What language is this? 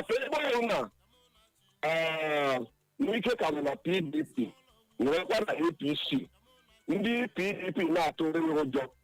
Igbo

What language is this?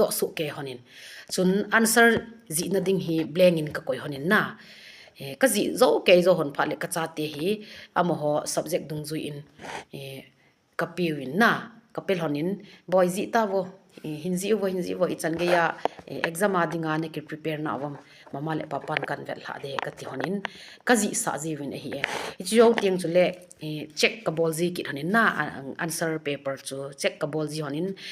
Thado Chin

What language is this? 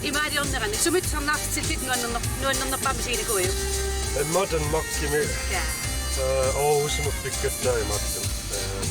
Kalaallisut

